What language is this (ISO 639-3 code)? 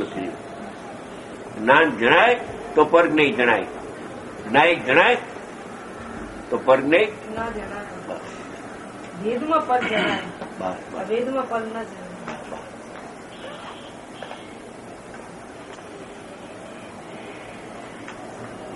guj